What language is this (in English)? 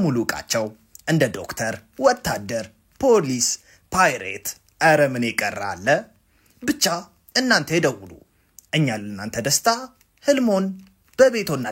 Amharic